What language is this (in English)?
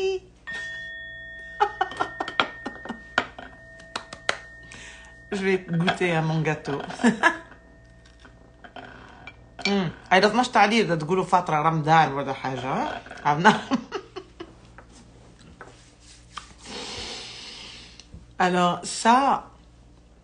Algerian Arabic